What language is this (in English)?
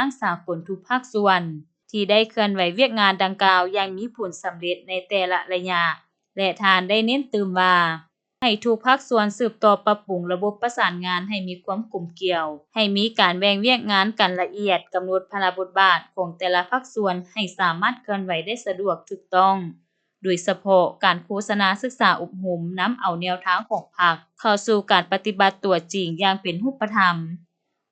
Lao